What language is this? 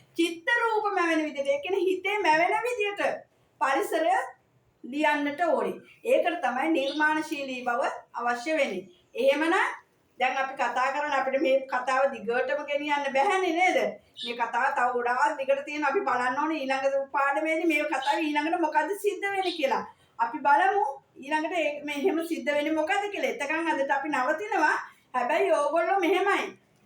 Sinhala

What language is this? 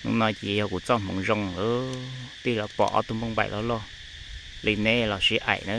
Hmong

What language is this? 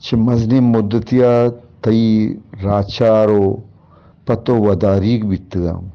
Eastern Balochi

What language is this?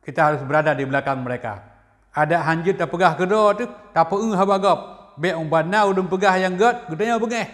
Achinese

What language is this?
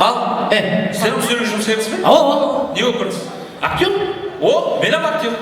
Kara-Kalpak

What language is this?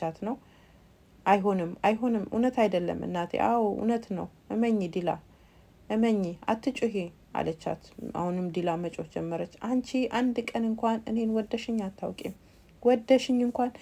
Amharic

